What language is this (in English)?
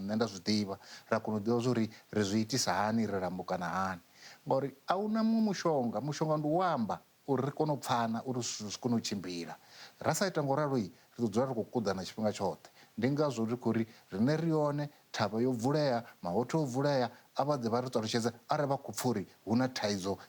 Venda